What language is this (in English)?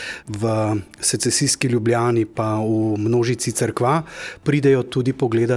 Slovenian